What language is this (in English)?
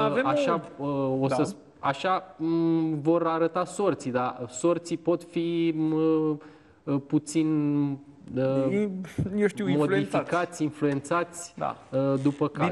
Romanian